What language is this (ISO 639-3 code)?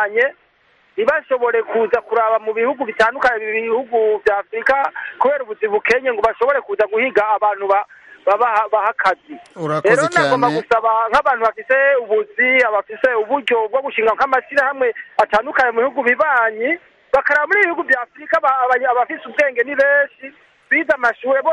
kin